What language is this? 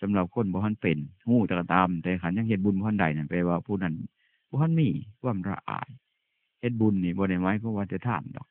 Northeastern Thai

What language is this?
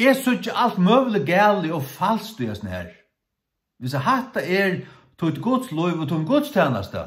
Faroese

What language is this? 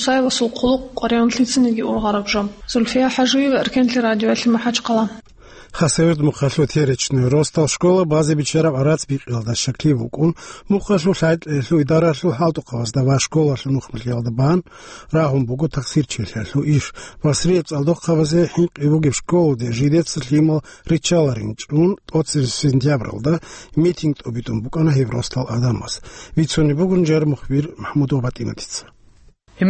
Avaric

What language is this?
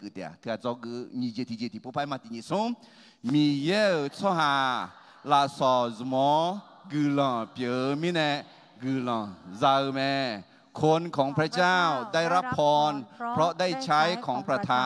Akha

